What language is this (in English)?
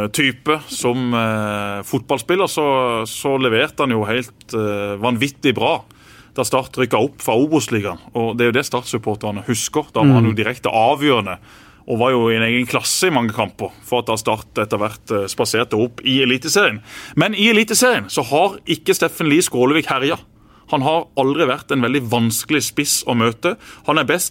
Norwegian